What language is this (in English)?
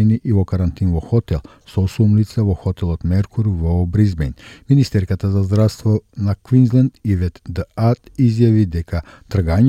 Macedonian